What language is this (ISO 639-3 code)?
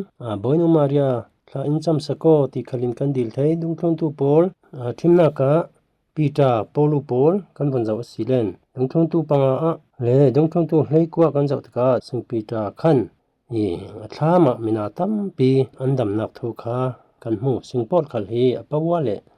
cfm